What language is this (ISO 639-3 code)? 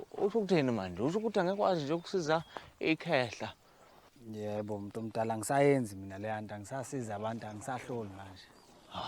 zul